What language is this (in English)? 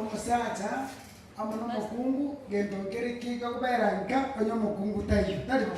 Gusii